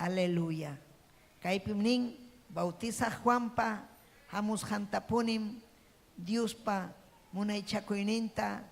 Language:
Ayacucho Quechua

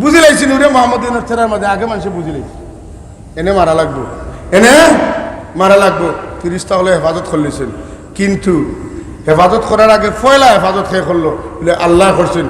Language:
Sylheti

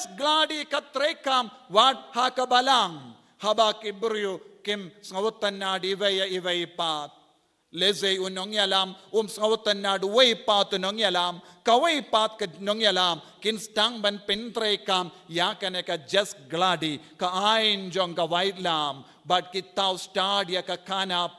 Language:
Khasi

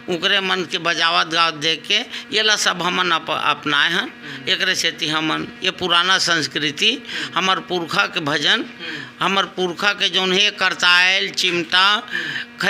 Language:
Chhattisgarhi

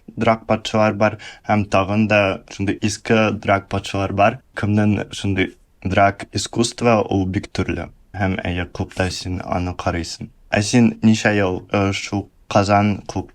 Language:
Tatar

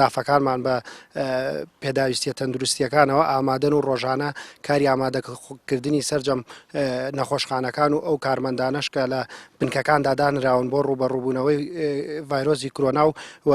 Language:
Central Kurdish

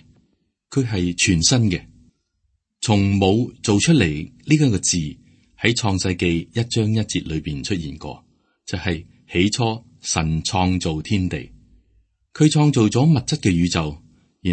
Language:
Cantonese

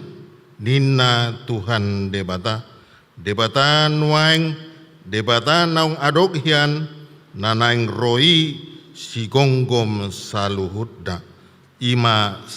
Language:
Batak Toba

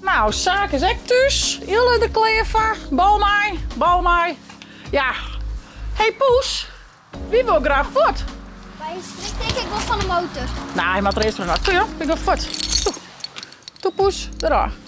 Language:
Western Frisian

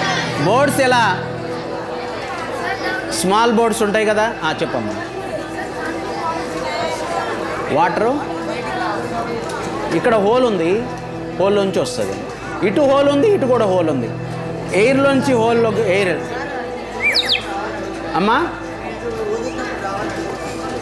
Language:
Telugu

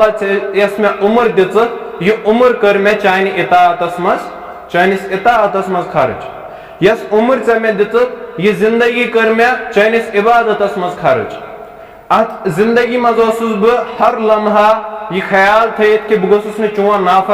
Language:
Kashmiri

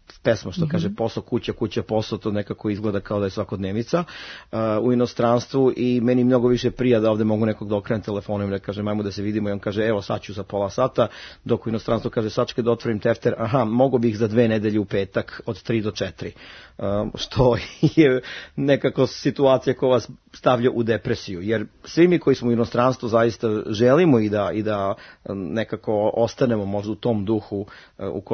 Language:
Serbian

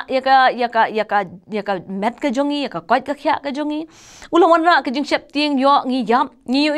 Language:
Khasi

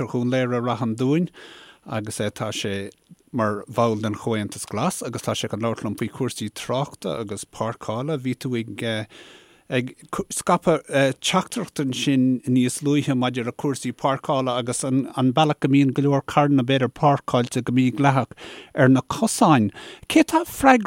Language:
Irish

